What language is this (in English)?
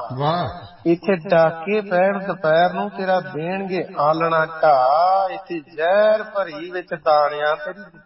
Punjabi